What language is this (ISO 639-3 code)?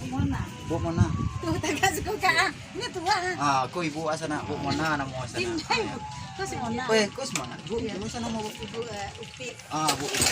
min